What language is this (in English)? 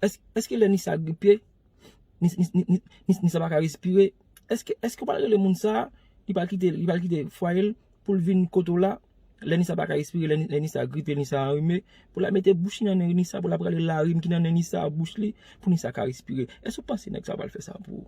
Haitian Creole